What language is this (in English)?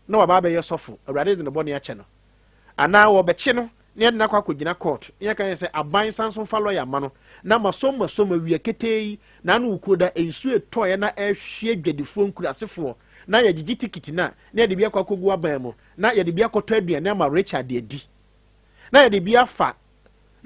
Akan